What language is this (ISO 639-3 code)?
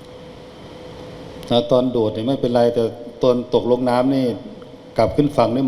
lao